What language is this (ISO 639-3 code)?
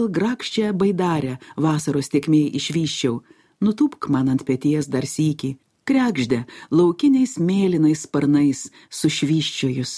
lit